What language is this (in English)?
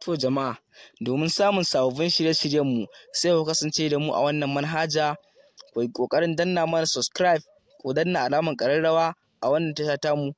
Hausa